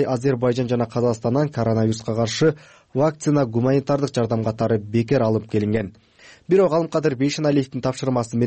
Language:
Kyrgyz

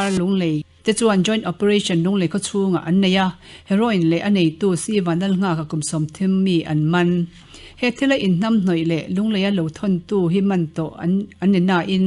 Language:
Mizo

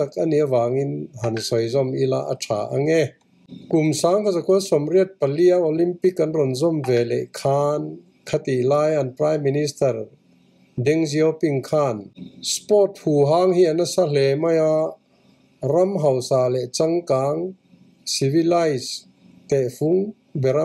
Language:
Mizo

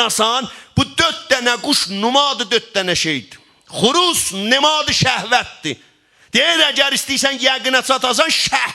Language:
South Azerbaijani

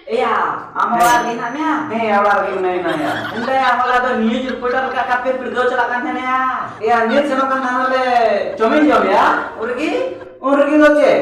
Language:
Santali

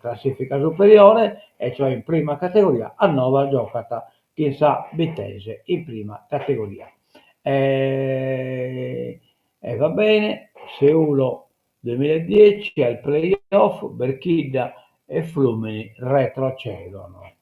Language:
Sardinian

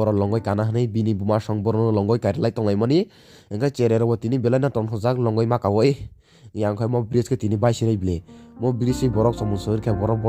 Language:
Kok Borok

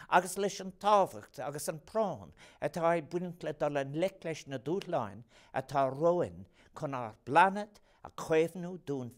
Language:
Irish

